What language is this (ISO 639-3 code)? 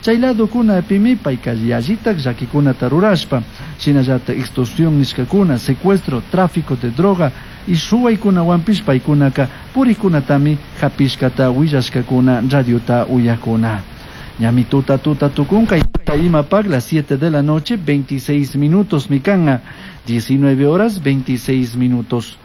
qug